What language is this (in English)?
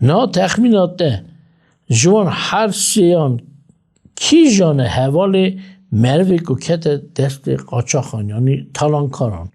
Kurdish